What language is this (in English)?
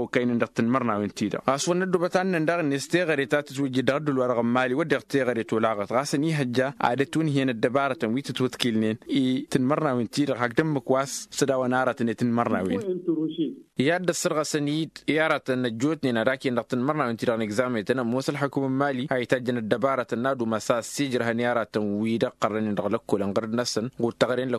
Tamasheq